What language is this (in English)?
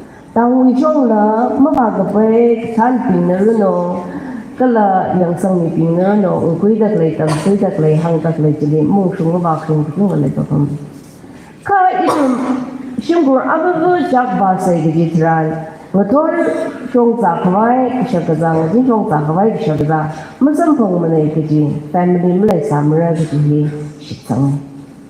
Tangkhul Naga (India)